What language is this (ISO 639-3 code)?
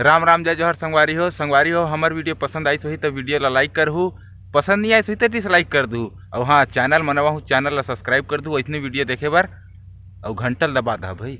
hne